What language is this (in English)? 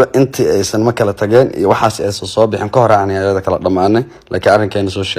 Somali